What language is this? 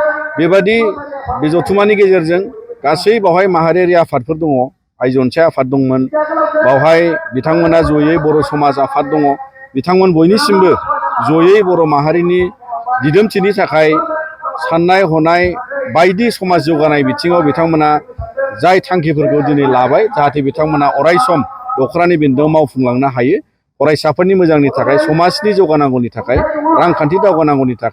Bodo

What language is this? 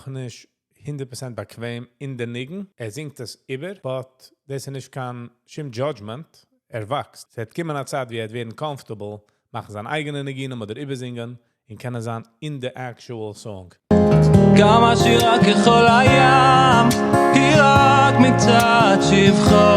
Yiddish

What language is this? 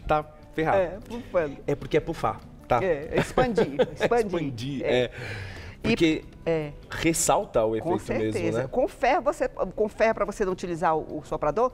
Portuguese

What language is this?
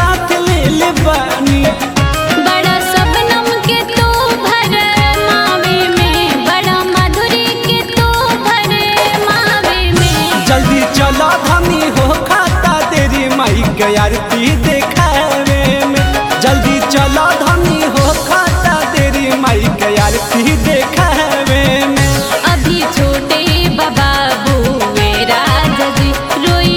Bhojpuri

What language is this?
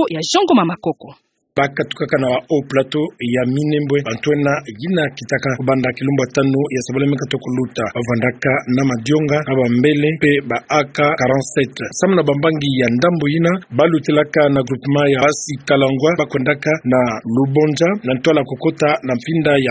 Kituba (Democratic Republic of Congo)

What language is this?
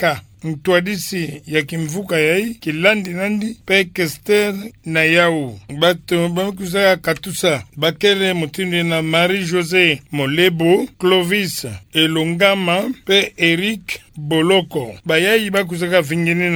Kituba (Democratic Republic of Congo)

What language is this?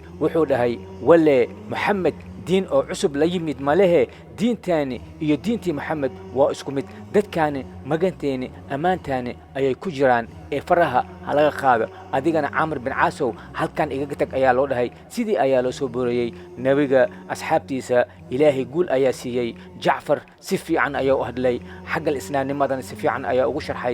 Somali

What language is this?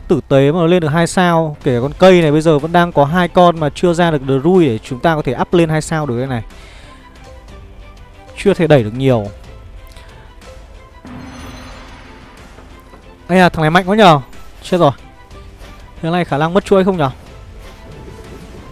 Vietnamese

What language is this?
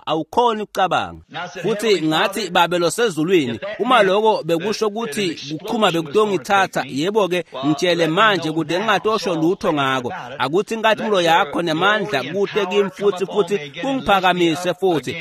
Swati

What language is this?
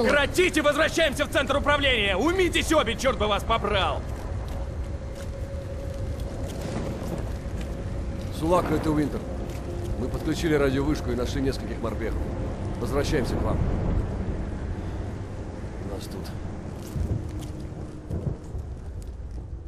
Russian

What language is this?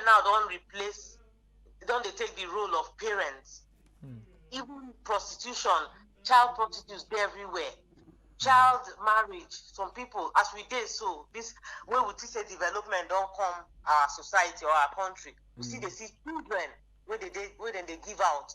Nigerian Pidgin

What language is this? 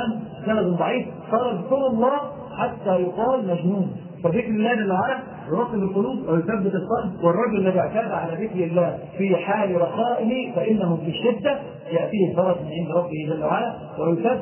Arabic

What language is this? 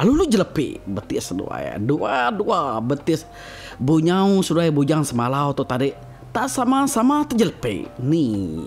Iban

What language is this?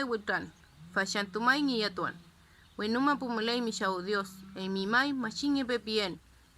Mapuche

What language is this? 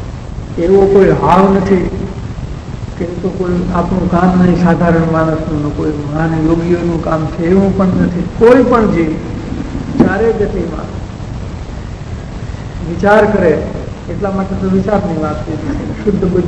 Gujarati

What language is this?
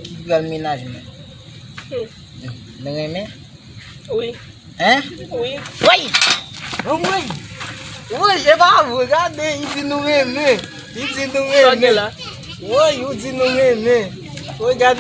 Haitian Creole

